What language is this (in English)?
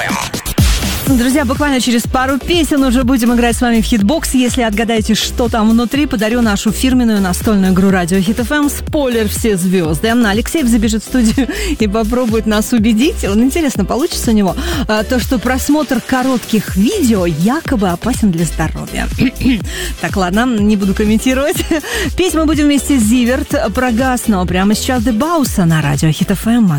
Russian